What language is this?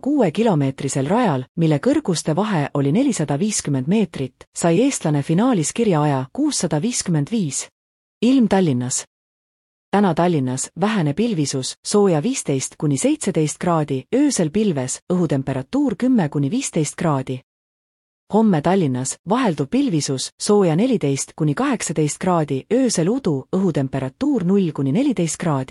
Estonian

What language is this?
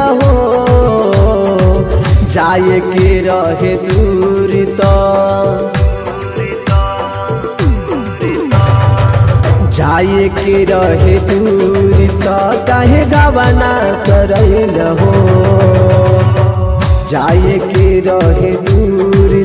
Bhojpuri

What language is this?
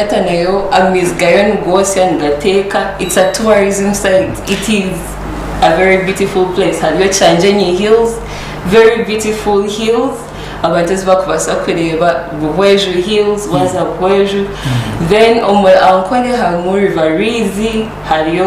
Nyankole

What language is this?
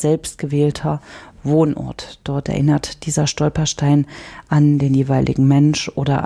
German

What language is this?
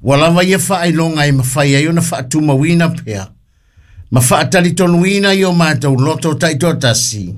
Samoan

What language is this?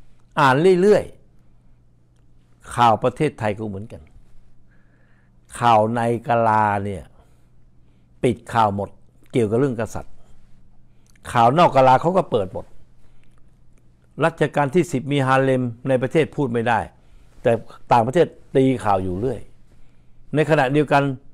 Thai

